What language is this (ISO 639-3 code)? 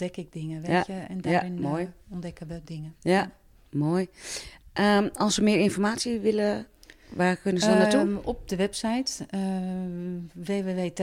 nld